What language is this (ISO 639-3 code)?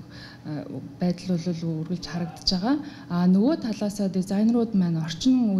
mon